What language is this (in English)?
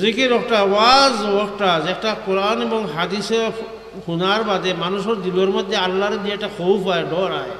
Sylheti